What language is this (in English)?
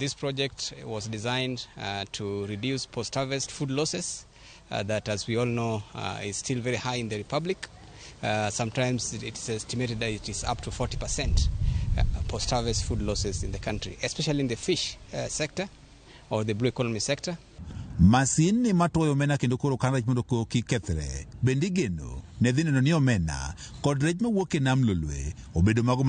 Luo (Kenya and Tanzania)